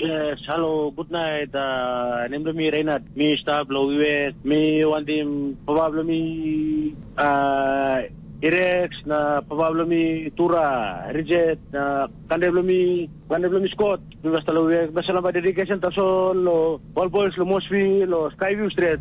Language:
Tok Pisin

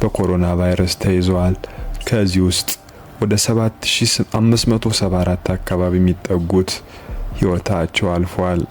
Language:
Amharic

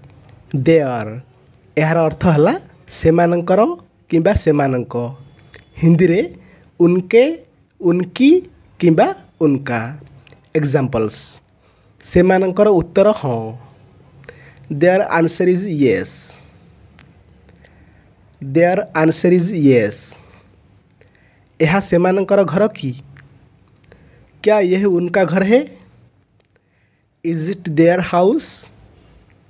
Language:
Odia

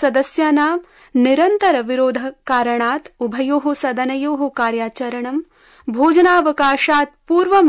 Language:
Sanskrit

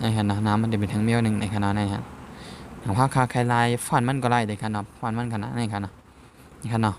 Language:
Shan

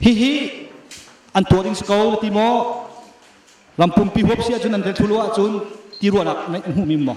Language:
Hakha Chin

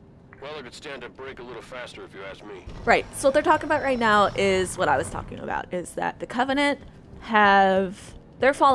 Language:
English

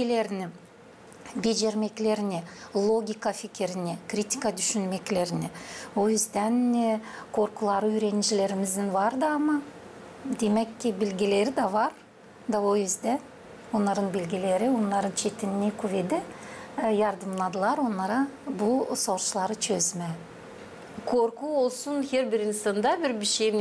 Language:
Gagauz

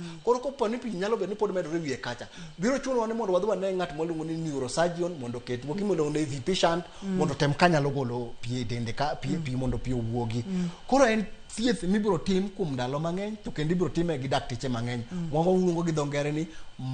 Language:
Luo (Kenya and Tanzania)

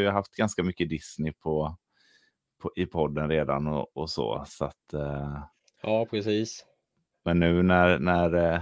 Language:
Swedish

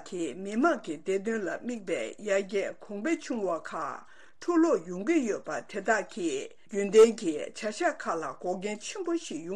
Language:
Tibetan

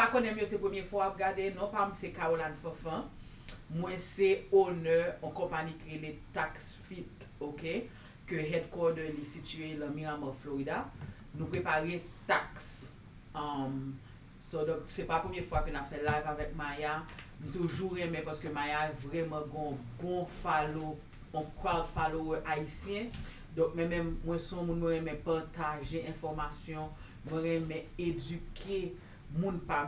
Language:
Haitian Creole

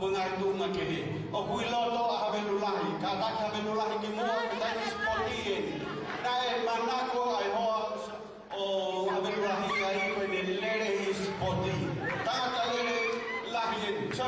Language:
Tongan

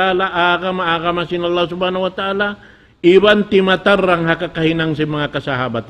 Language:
Tausug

